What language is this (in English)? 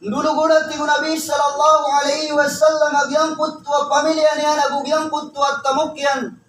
Maranao